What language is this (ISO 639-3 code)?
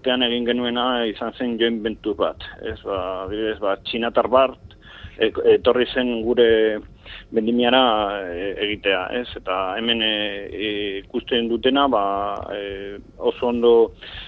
eus